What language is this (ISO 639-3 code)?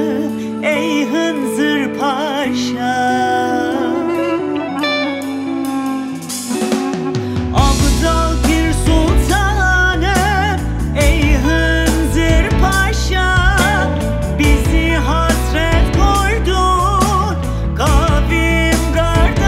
tur